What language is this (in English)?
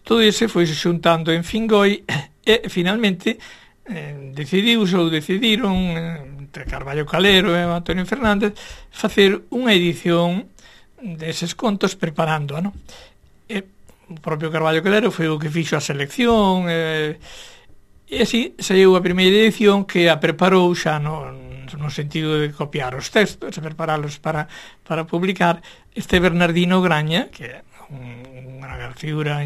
Galician